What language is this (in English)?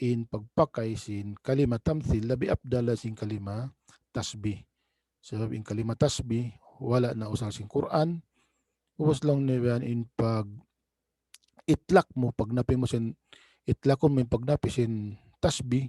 Tausug